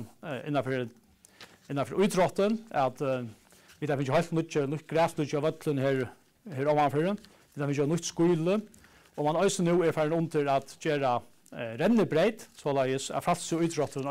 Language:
Faroese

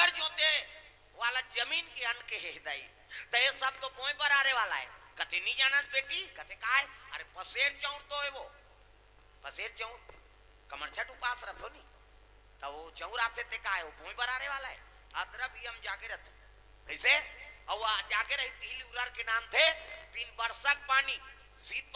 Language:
Chhattisgarhi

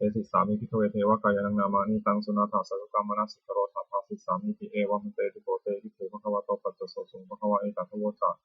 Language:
Pali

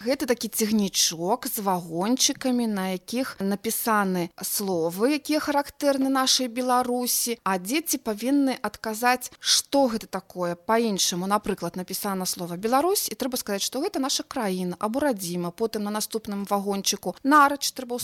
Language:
Belarusian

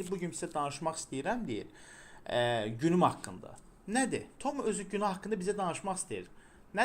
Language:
Azerbaijani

